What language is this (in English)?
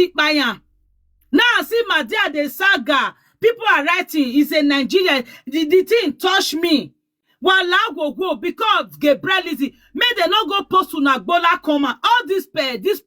Nigerian Pidgin